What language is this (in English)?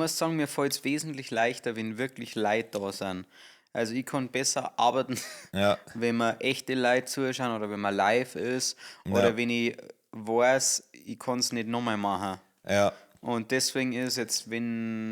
Bavarian